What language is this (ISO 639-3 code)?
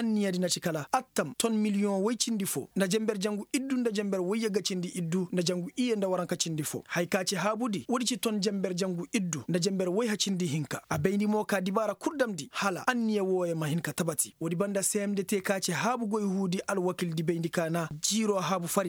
ses